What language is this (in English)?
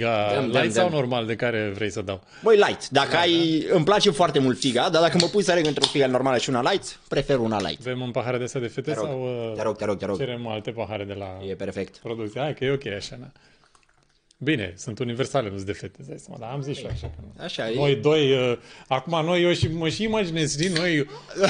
Romanian